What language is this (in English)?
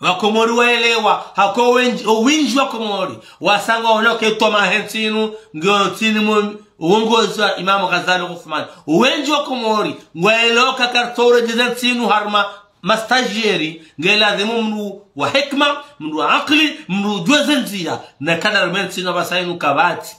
Ngazidja Comorian